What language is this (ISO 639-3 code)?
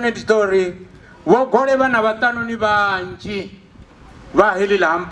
ven